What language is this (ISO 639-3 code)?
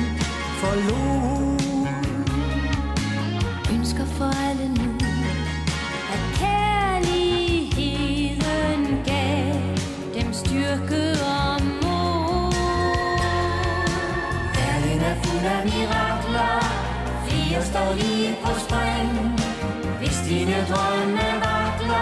dan